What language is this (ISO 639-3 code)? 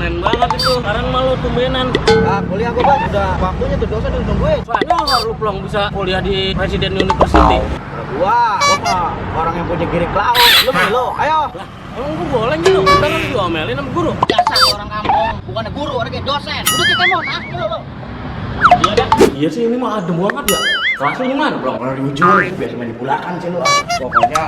bew